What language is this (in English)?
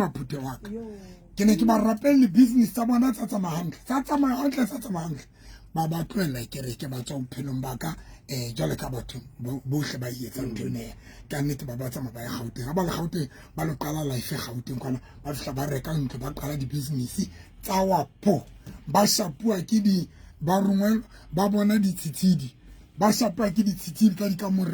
Southern Sotho